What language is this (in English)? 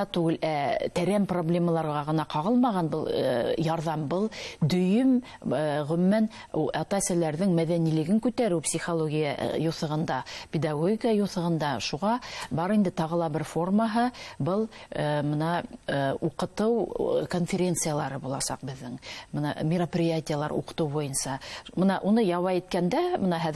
Bashkir